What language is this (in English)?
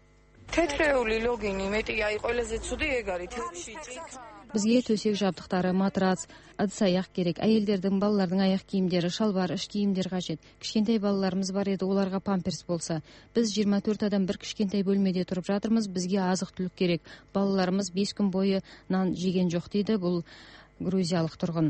Kazakh